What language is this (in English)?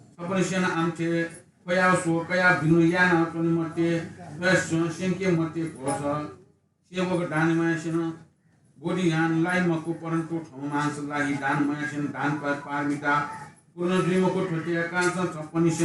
Newari